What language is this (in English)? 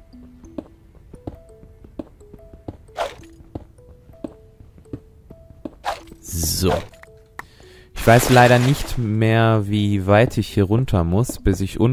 German